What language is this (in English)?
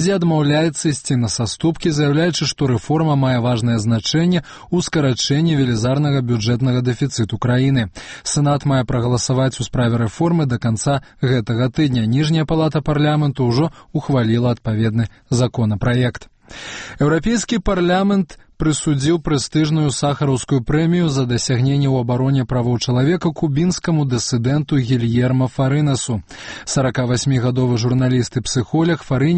Belarusian